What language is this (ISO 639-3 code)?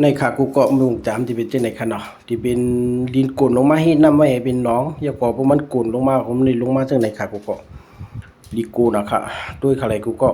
shn